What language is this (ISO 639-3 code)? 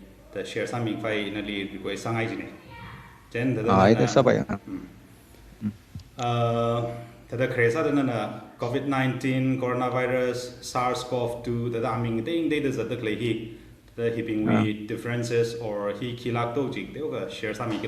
nmf